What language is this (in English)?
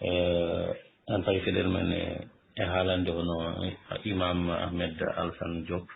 Fula